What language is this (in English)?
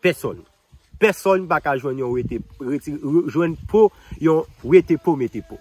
Haitian Creole